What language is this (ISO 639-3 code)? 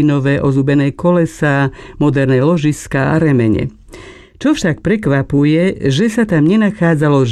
slk